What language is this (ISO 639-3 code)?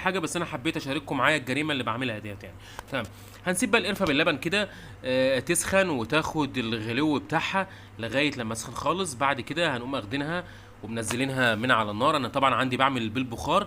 arz